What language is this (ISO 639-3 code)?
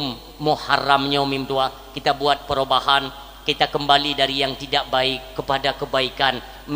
ace